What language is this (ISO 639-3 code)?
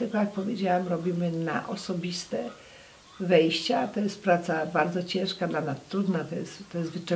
pol